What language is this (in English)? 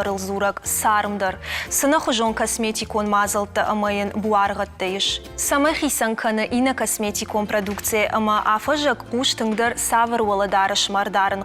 Ossetic